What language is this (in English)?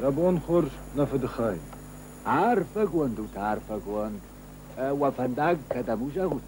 Ossetic